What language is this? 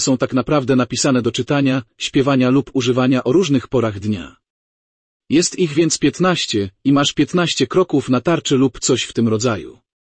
Polish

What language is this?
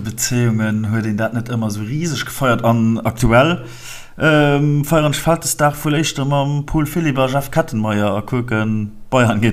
Luxembourgish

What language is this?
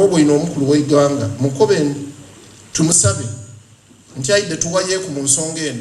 Soga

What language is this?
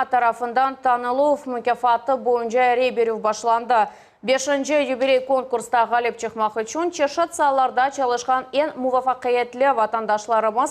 Crimean Tatar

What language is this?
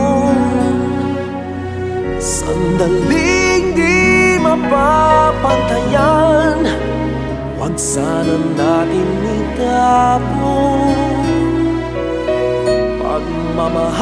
Filipino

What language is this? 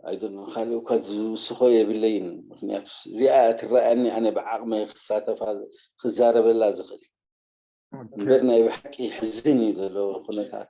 Tigrinya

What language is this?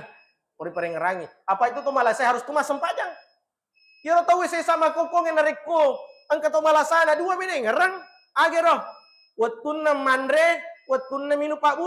Buginese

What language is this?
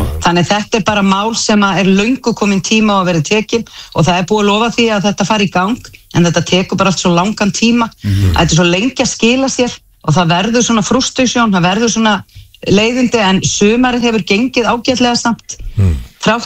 Icelandic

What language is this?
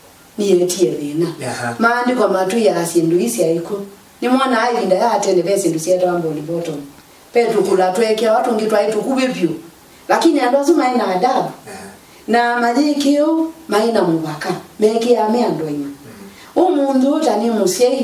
Kamba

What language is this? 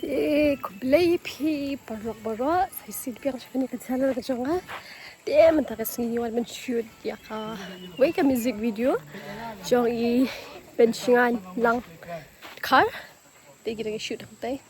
Khasi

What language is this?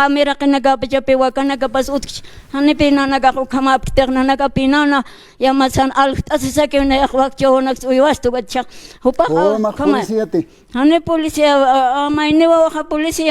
Aymara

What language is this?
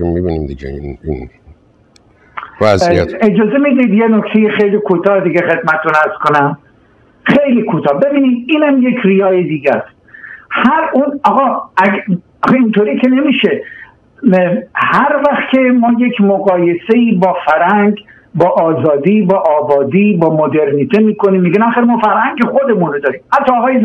Persian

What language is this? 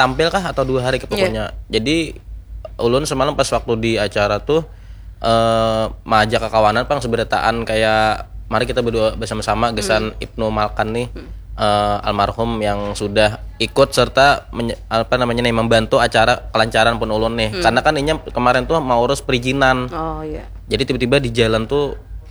Banjar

